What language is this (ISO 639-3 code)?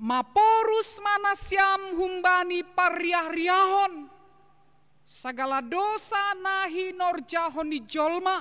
bts